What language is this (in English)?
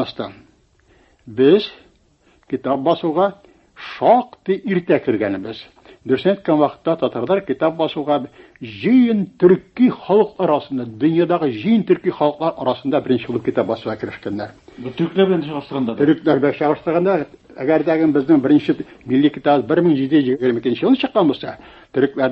Tatar